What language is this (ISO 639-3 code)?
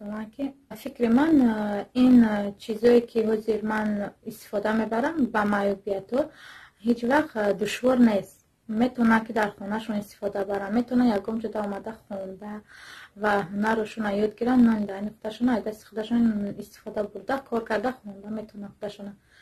tgk